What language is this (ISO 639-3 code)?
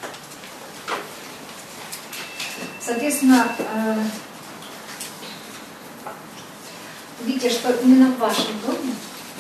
rus